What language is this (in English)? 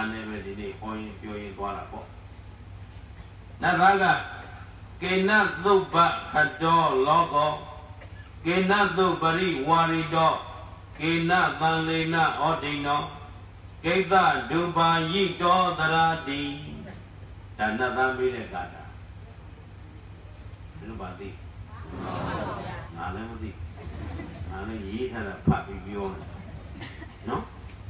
Burmese